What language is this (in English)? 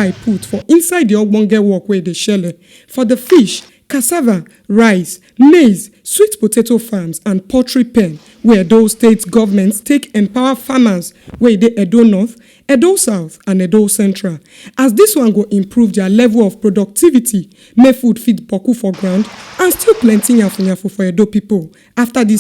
Nigerian Pidgin